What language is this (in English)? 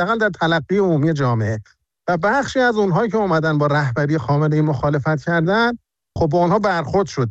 Persian